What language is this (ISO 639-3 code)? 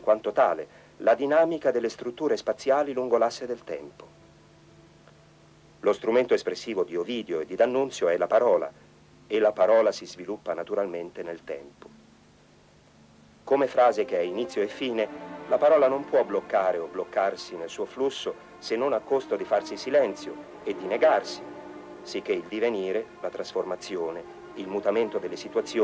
ita